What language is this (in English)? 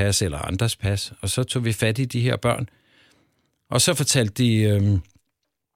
Danish